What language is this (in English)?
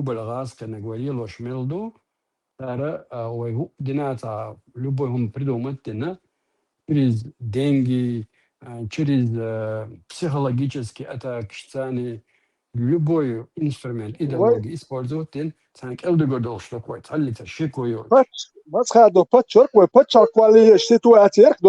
Chechen